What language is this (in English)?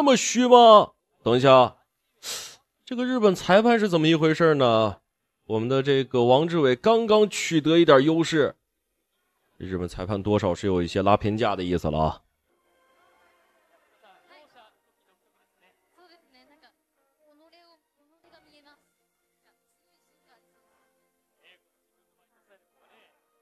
Chinese